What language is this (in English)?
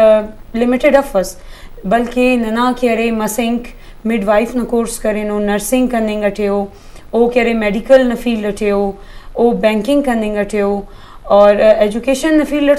Eastern Balochi